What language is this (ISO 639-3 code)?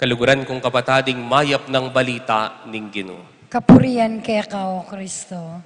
pam